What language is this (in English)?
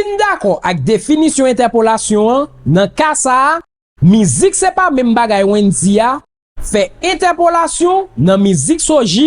Haitian Creole